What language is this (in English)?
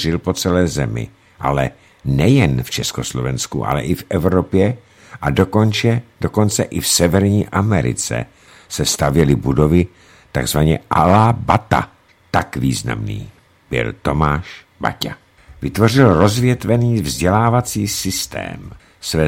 Czech